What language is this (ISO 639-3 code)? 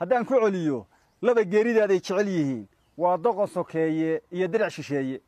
som